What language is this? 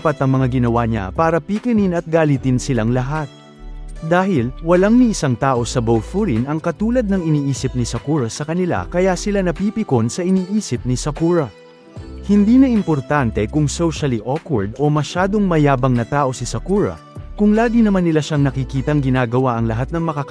Filipino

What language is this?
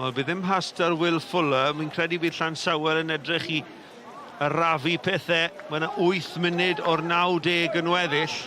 Welsh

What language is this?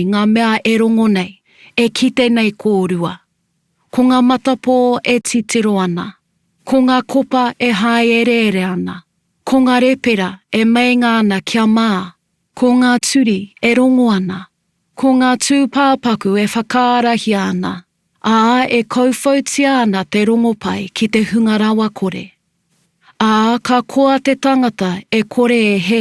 Māori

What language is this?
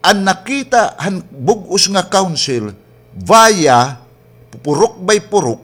Waray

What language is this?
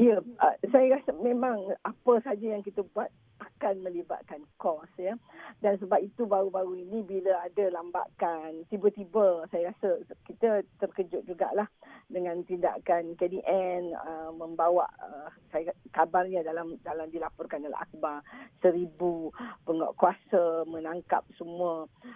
Malay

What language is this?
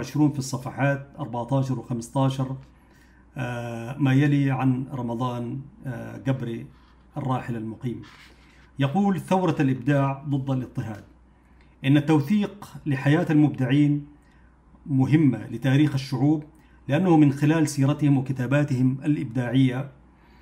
Arabic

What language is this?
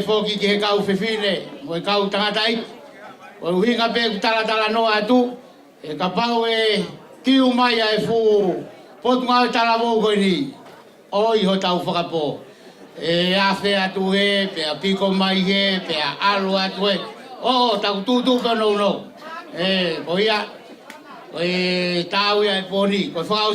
Tongan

